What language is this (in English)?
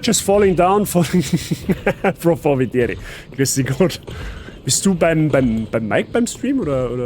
Bavarian